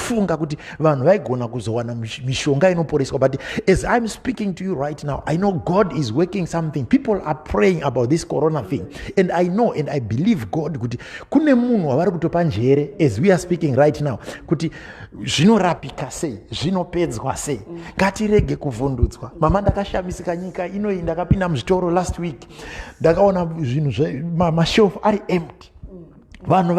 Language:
Shona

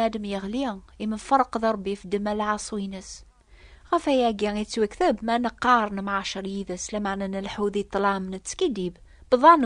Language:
Kabyle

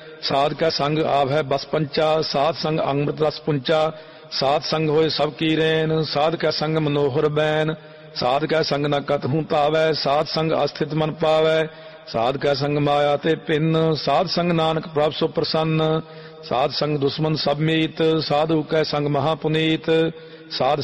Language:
Punjabi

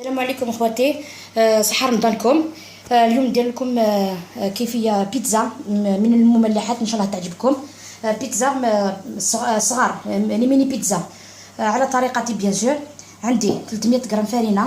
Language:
Algerian Arabic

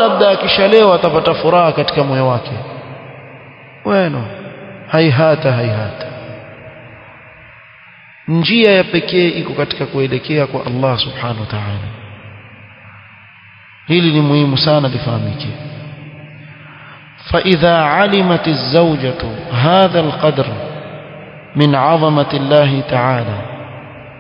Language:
Swahili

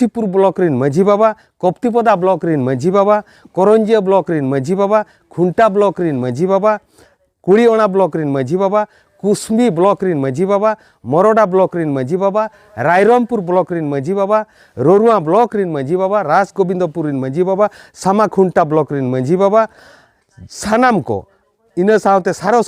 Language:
Santali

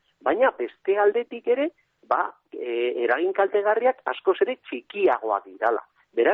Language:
Basque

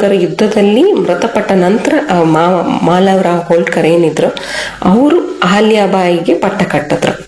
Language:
Kannada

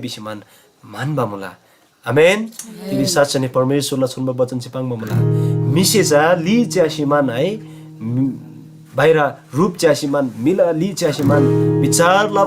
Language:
Eastern Tamang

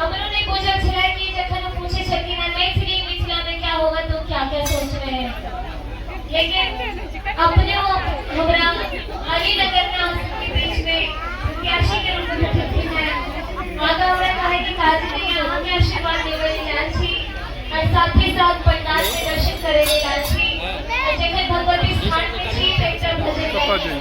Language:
Maithili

